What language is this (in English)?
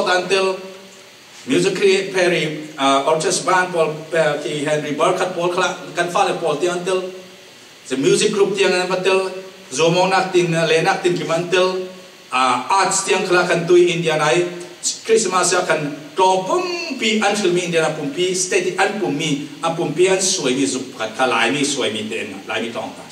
Falam Chin